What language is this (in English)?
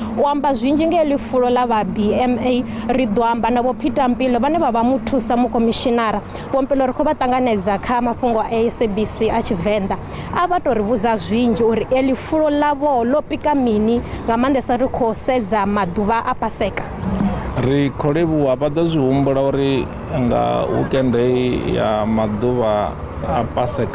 Venda